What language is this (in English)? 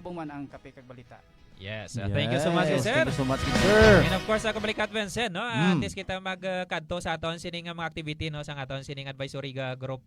Hiligaynon